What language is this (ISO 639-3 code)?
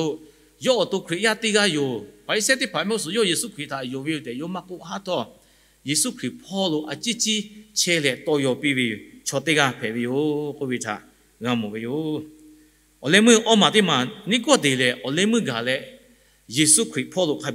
lhu